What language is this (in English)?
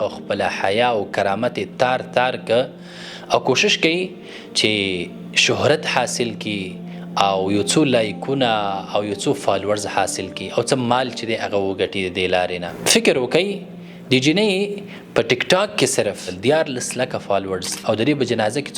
Pashto